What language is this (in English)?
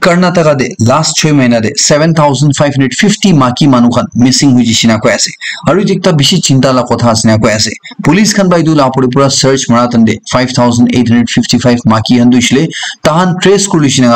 Naga Pidgin